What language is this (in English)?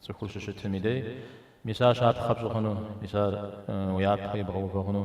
Kabardian